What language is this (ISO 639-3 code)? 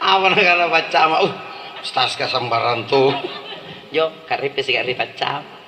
mak